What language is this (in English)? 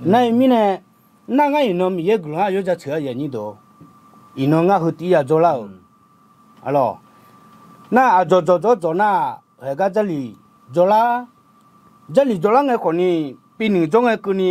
Akha